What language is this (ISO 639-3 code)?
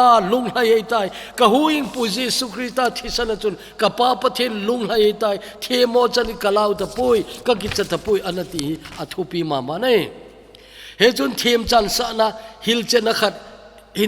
tcz